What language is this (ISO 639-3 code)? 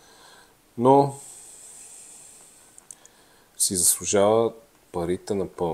bul